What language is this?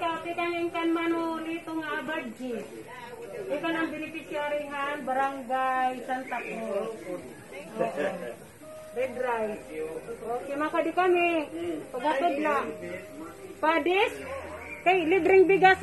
Waray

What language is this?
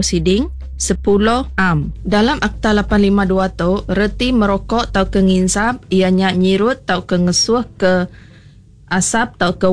Iban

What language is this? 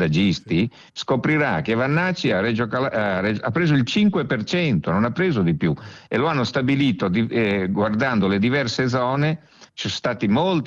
Italian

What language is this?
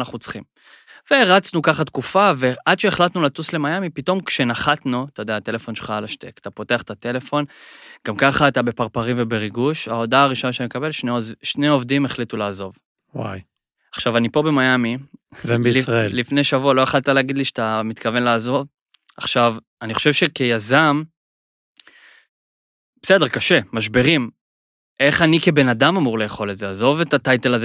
Hebrew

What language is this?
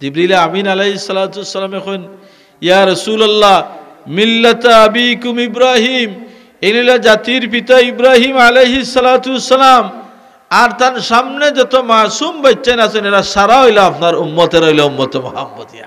Sylheti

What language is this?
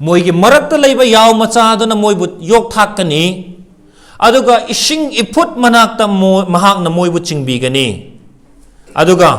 Manipuri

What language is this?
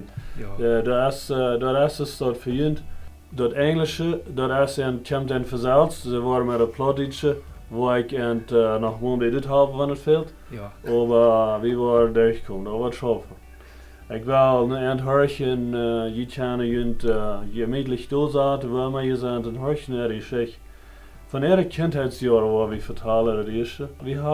Plautdietsch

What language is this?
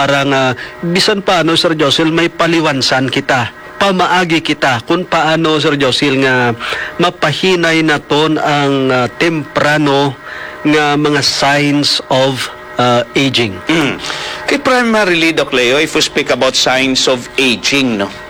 Hiligaynon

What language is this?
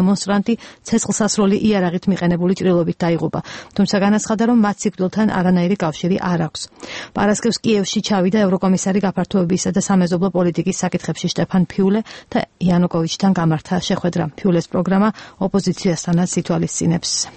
Georgian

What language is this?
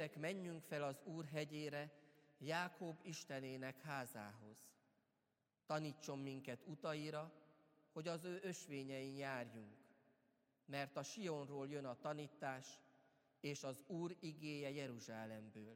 Hungarian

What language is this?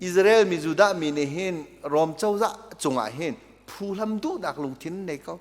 Hakha Chin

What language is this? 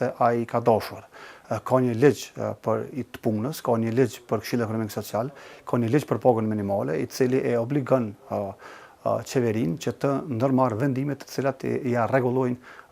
Albanian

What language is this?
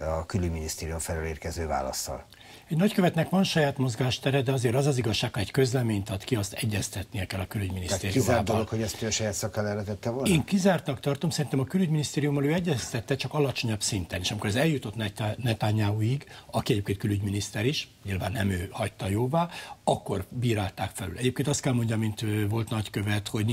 Hungarian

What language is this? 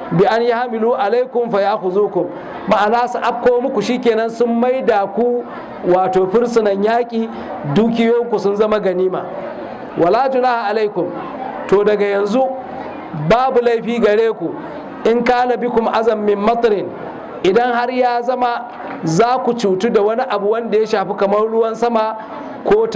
Hausa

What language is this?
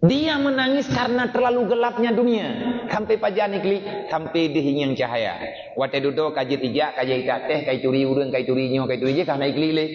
Achinese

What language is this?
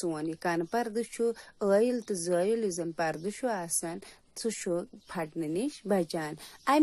Kashmiri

